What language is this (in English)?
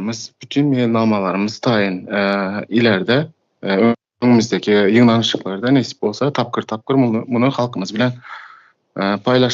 Turkmen